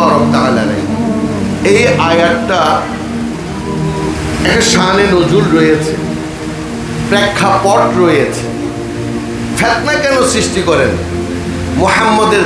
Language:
Bangla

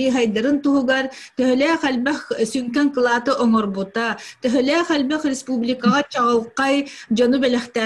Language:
Yakut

